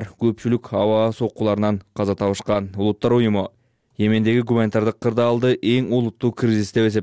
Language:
Kyrgyz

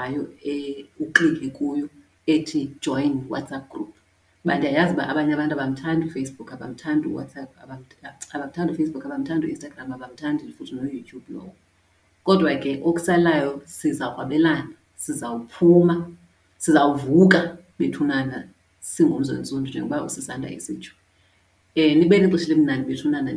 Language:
Xhosa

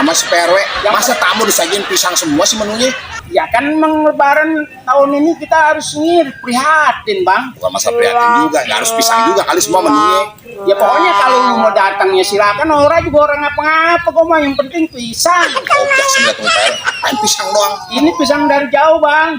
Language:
Betawi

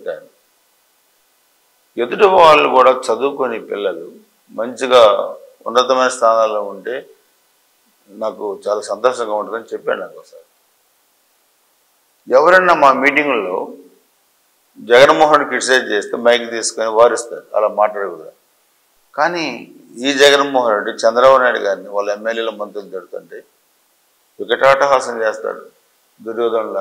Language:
Telugu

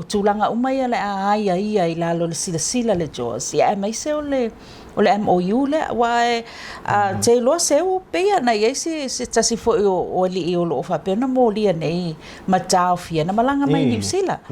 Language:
Samoan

